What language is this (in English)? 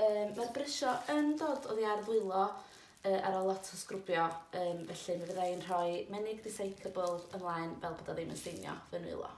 Welsh